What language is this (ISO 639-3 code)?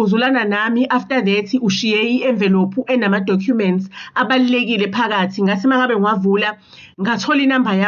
zul